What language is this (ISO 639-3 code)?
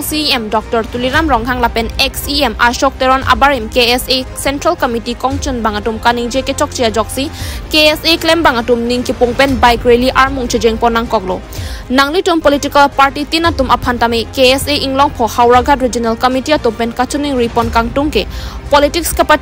mjw